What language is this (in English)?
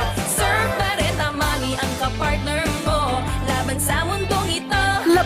Bikol